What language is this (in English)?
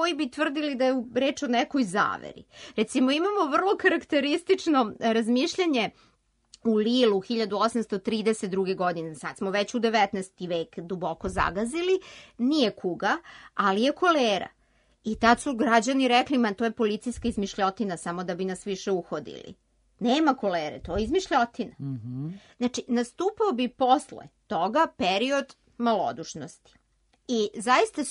Serbian